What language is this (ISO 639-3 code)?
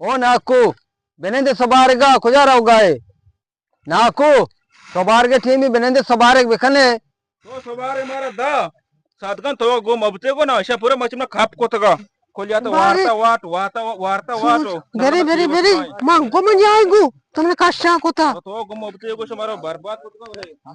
bgp